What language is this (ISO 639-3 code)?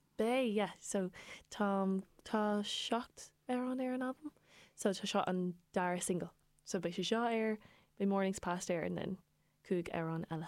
gle